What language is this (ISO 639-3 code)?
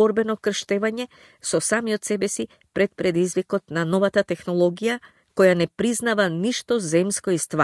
mkd